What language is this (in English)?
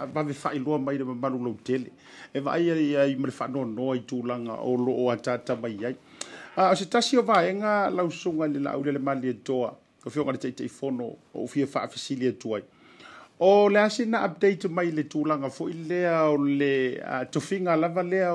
Samoan